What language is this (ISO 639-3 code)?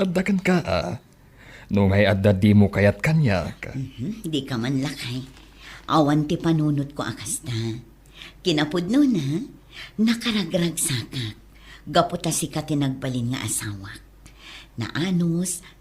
ilo